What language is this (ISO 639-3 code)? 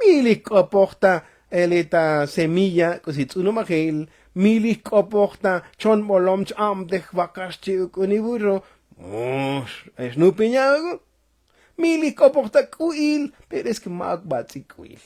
tzo